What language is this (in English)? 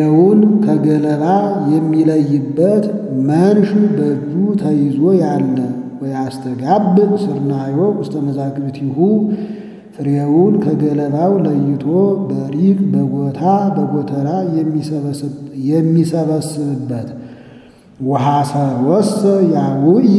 Amharic